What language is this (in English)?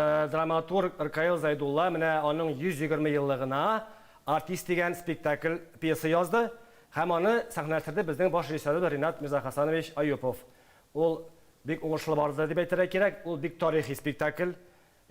Tatar